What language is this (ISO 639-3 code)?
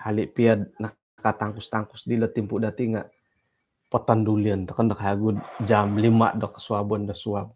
dtp